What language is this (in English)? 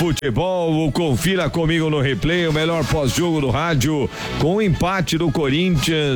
Portuguese